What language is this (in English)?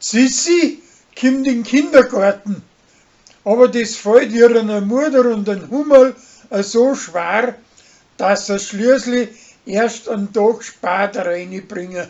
Bavarian